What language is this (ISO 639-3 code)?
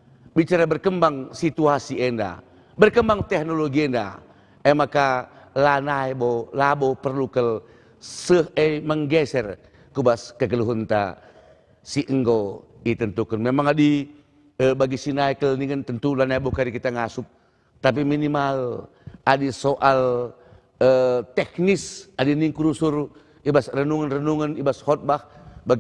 btx